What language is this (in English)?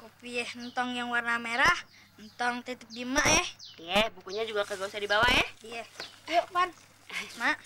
Betawi